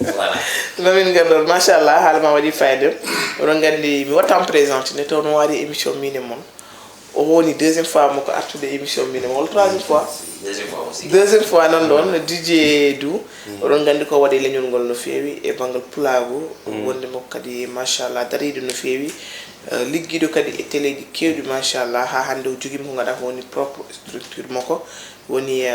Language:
Fula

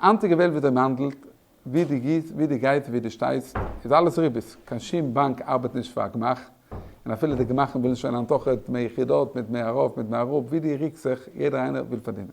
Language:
Yiddish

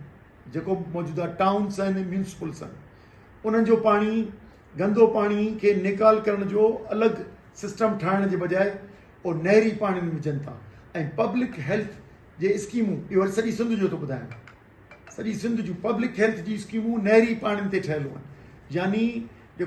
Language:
Sindhi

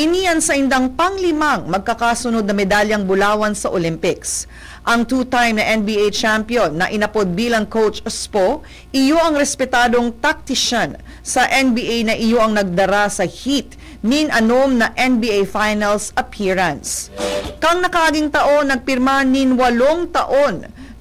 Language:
Bikol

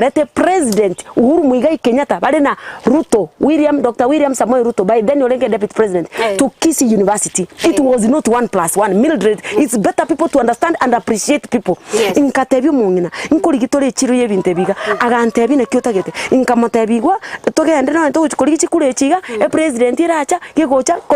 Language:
Gusii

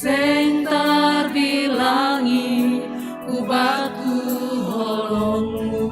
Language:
Batak Simalungun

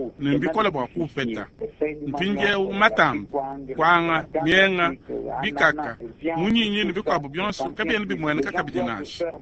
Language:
Luba-Lulua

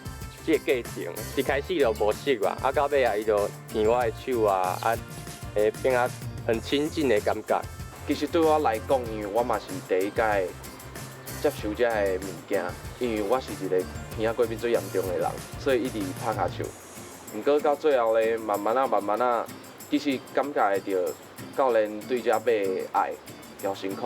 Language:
Min Nan Chinese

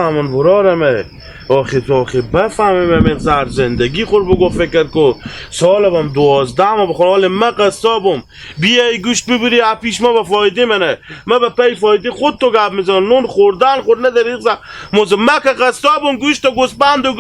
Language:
Hazaragi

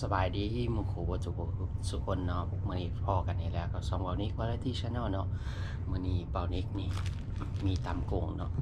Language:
Northeastern Thai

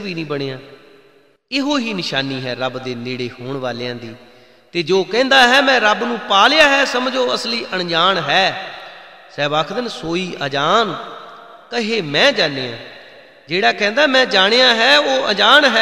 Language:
Punjabi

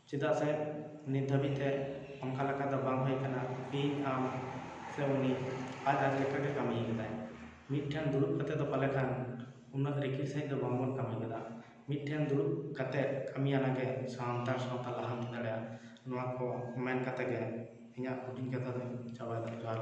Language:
Santali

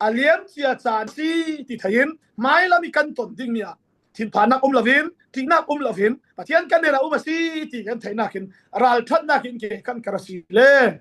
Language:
Falam Chin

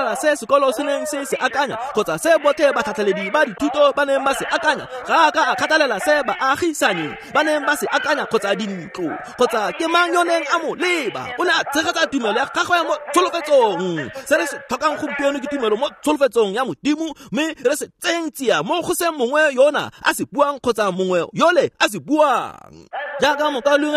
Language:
Tswana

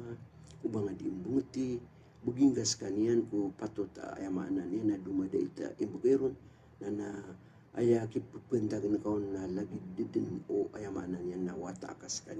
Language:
Maranao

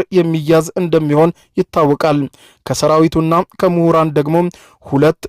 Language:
Amharic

